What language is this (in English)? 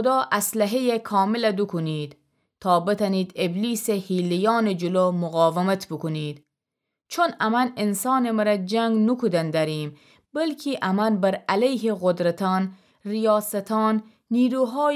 Gilaki